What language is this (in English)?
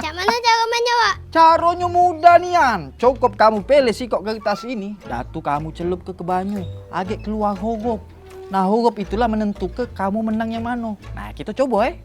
Musi